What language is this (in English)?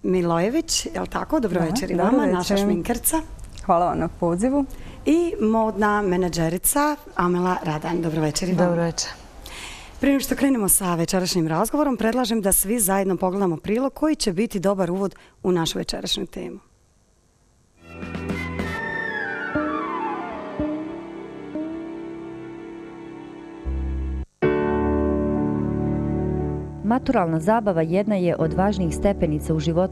Bosnian